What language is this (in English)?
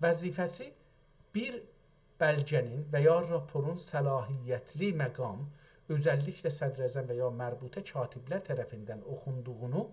South Azerbaijani